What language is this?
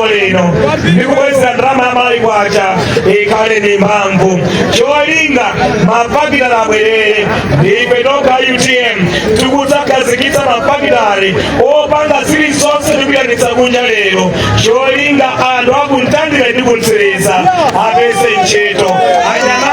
Nyanja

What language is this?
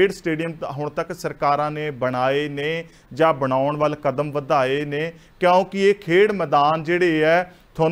Punjabi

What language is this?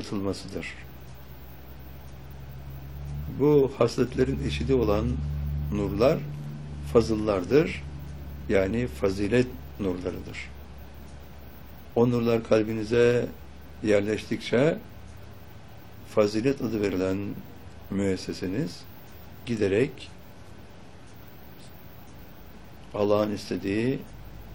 Turkish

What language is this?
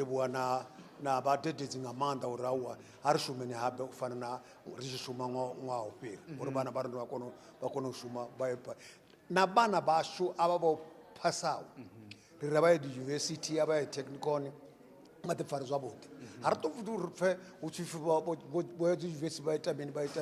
Venda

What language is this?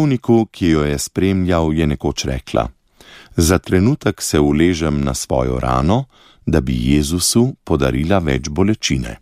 Slovenian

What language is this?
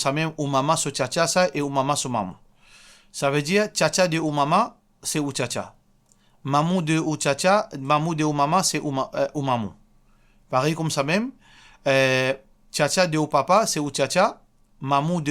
Morisyen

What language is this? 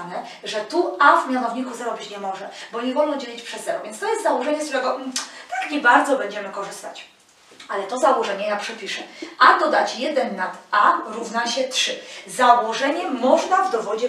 Polish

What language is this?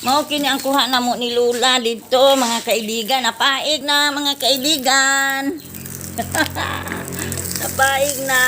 Cebuano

